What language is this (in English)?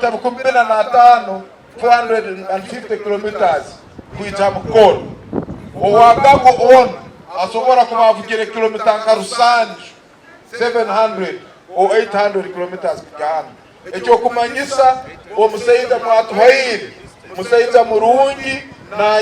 Nyankole